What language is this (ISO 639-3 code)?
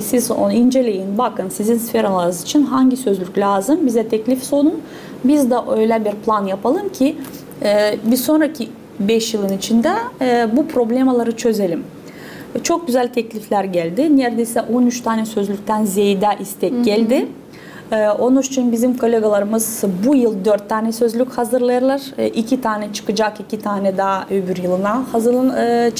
gag